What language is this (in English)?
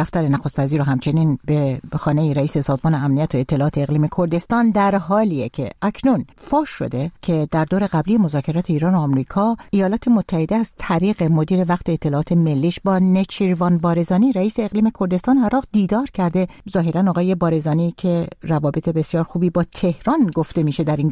Persian